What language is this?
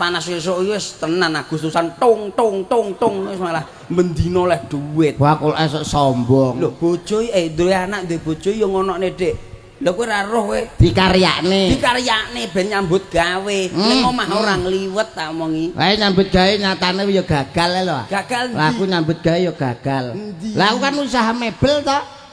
Javanese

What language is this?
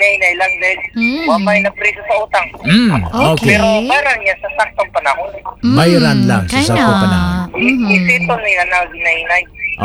Cebuano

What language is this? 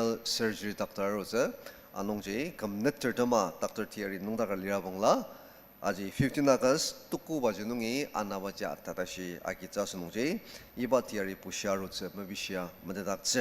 Ao Naga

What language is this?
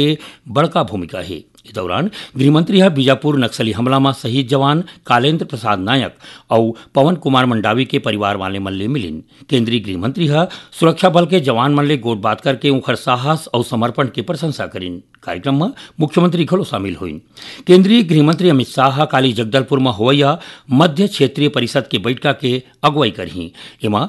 Chhattisgarhi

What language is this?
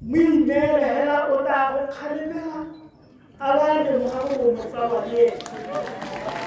Tswana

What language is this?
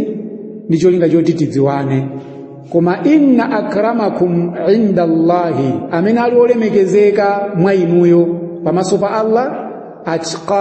Nyanja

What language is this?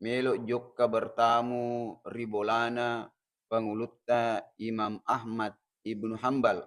Buginese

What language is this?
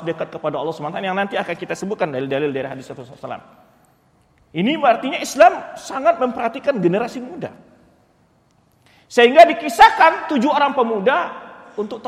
Indonesian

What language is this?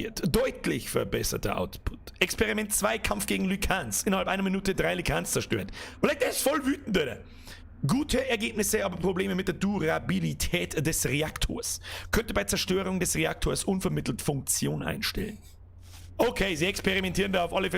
Bavarian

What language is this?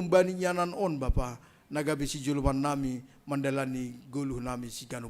Batak Simalungun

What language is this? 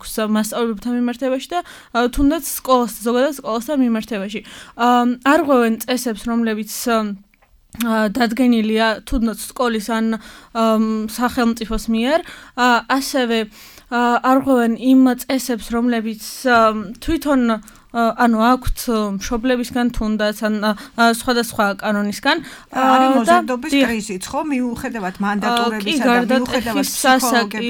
Georgian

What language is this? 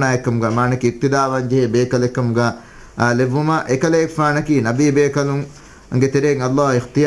Divehi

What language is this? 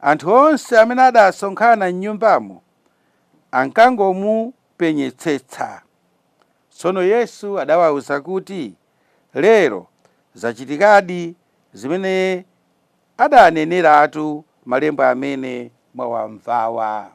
Nyanja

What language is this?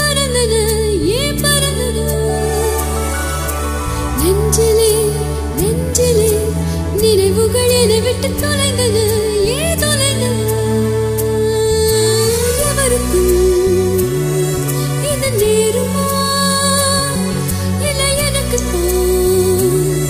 Tamil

